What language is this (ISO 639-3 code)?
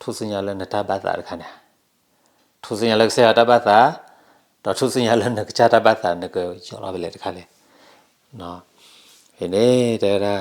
ksw